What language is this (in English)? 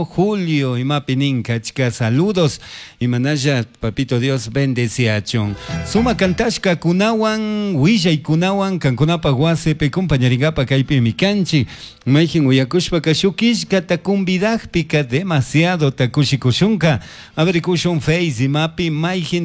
Chimborazo Highland Quichua